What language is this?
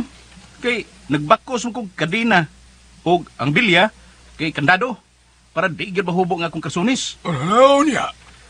Cebuano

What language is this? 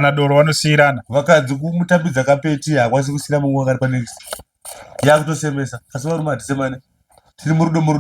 Shona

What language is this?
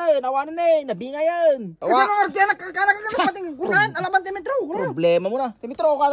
Iloko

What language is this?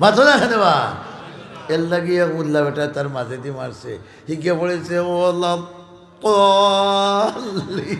Sylheti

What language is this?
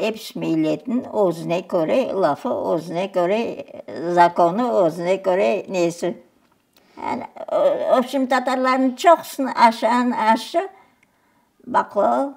Crimean Tatar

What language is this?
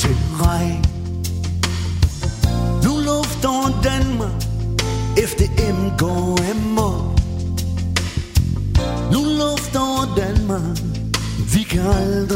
Danish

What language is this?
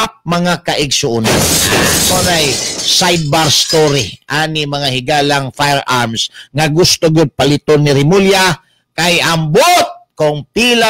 Cebuano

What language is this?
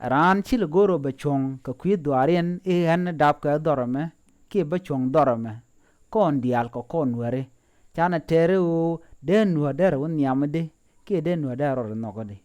Nuer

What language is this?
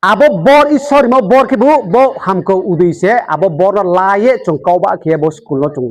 Riang (India)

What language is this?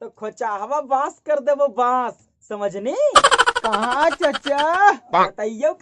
Magahi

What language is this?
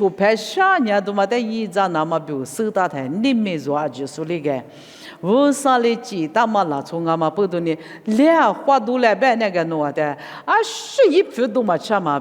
Lisu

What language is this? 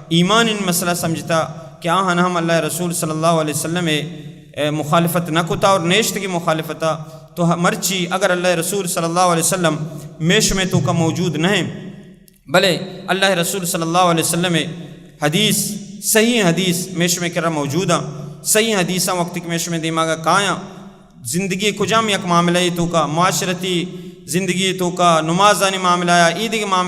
Baluchi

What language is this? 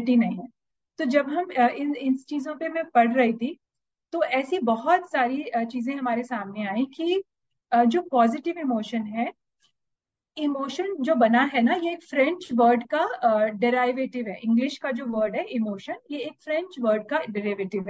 Hindi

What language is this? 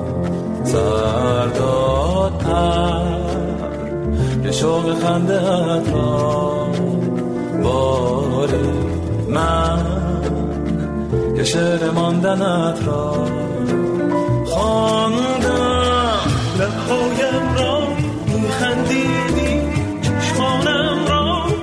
Persian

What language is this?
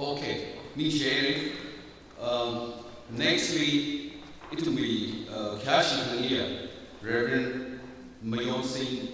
Tangkhul Naga (India)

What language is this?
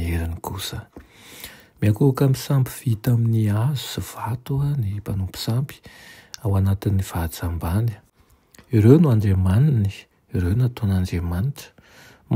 Malagasy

